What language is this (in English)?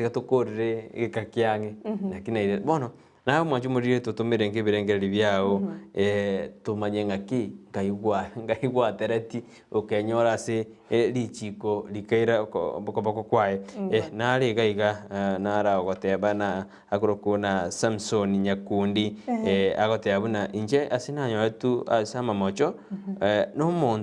Gusii